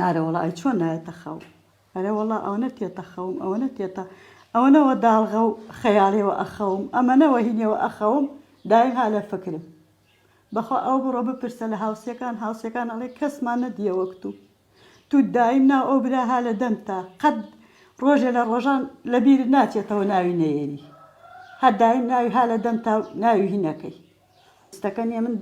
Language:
Central Kurdish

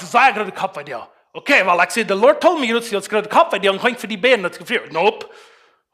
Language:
Plautdietsch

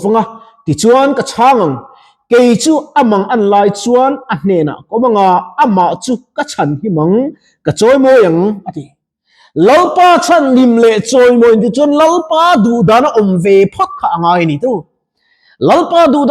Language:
Mizo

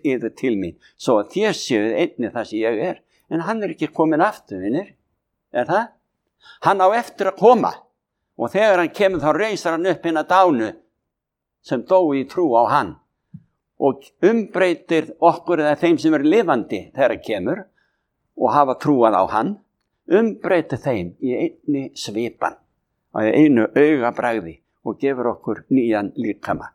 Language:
Icelandic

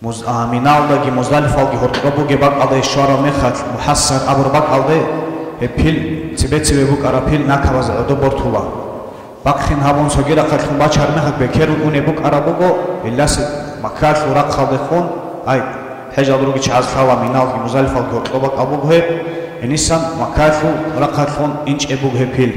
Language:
Avaric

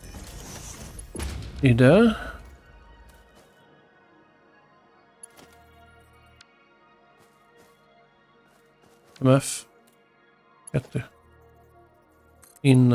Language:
Hungarian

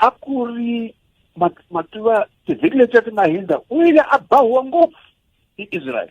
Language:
Tsonga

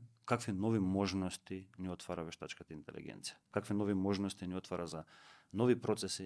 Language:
Macedonian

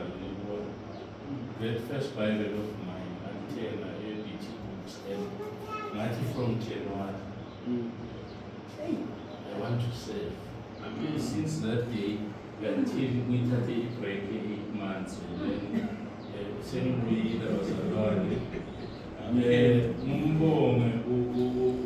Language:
Zulu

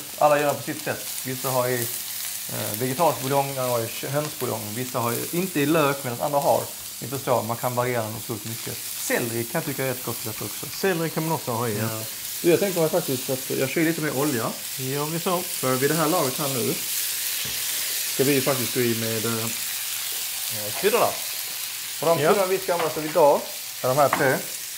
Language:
Swedish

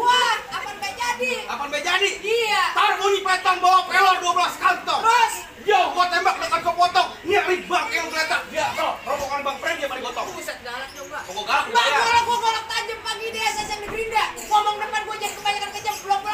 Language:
Betawi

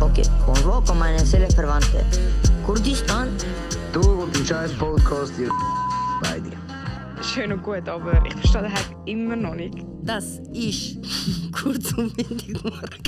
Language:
Swiss German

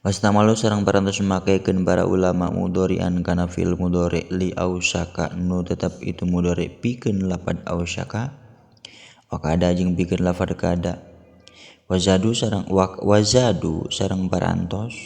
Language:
Sundanese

